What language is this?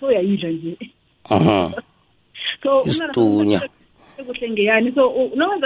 South Ndebele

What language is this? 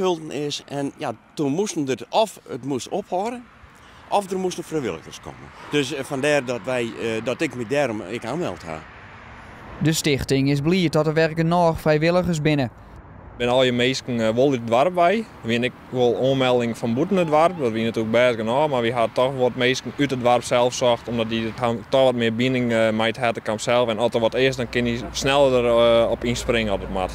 Western Frisian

